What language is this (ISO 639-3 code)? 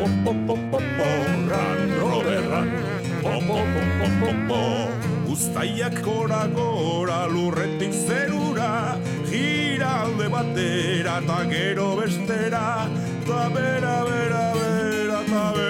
eus